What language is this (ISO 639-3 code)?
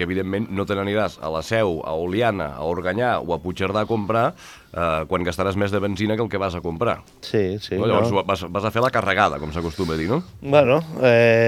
cat